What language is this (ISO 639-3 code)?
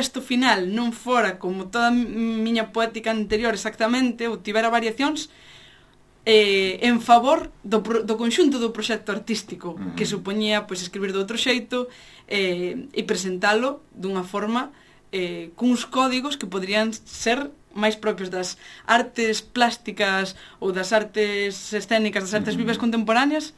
glg